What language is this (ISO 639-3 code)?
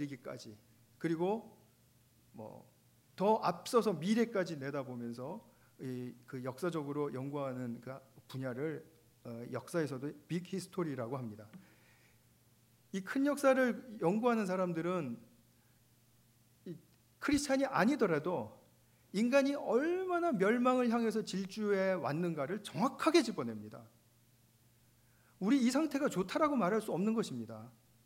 kor